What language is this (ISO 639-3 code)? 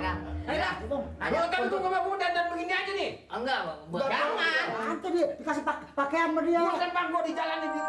bew